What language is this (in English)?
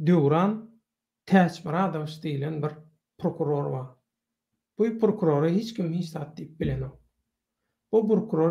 Turkmen